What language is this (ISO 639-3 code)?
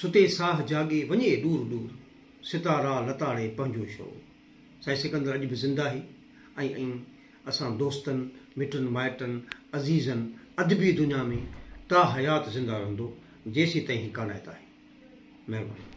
snd